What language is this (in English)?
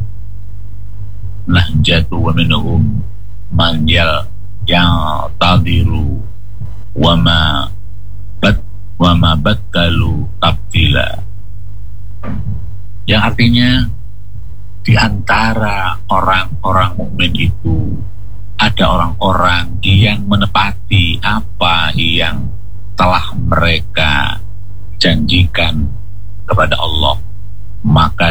Indonesian